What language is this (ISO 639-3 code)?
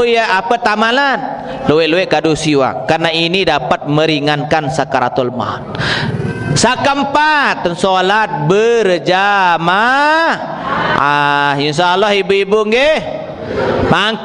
sas